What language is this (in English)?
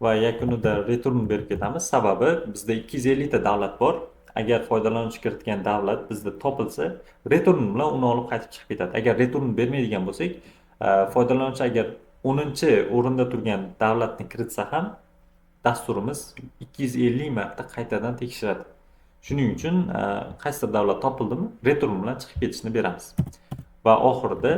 Uzbek